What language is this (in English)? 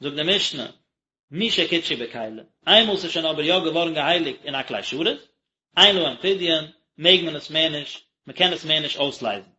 Yiddish